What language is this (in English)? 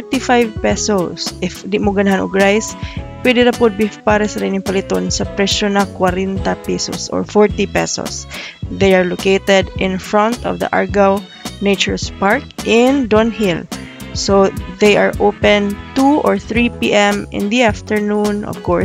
Cebuano